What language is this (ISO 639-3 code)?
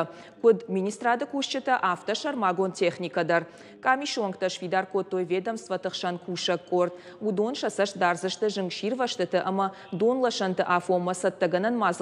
oss